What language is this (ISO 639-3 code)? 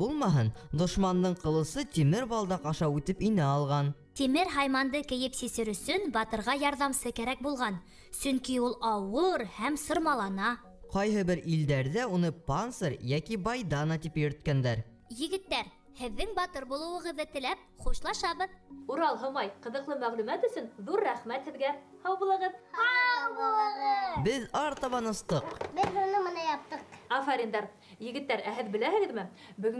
bak